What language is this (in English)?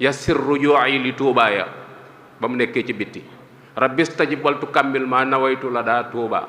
Wolof